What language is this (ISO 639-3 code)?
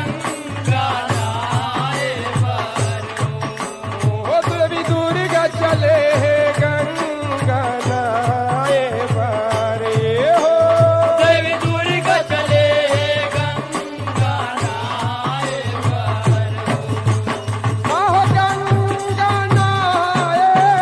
hne